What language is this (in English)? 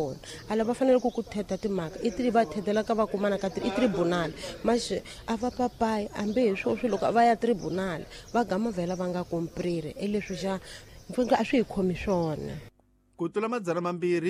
Tsonga